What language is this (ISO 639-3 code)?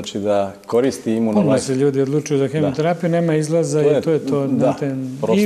srp